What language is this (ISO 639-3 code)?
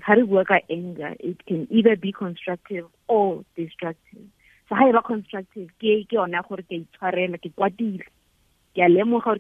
tsn